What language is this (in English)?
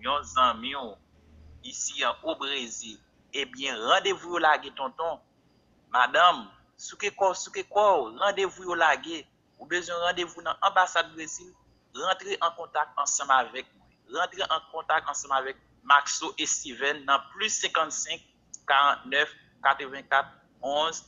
Haitian Creole